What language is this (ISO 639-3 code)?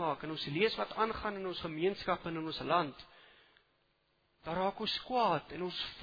afr